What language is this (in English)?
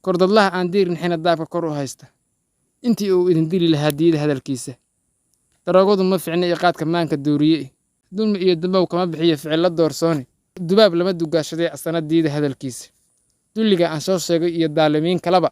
Somali